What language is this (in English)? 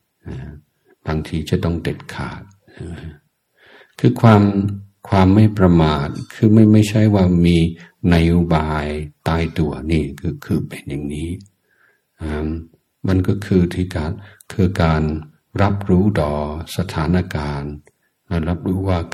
Thai